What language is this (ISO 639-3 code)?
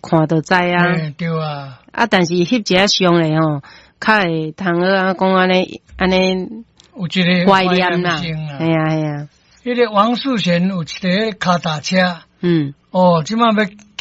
nan